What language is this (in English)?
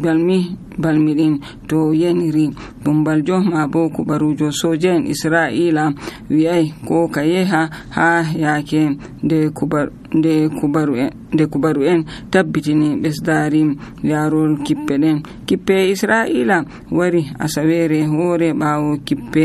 Nigerian Fulfulde